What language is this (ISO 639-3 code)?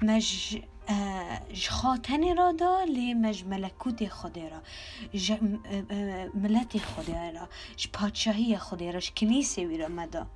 kur